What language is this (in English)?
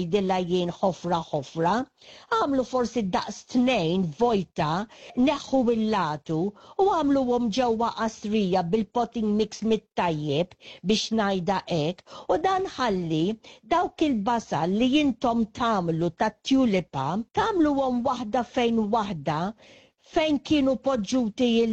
Maltese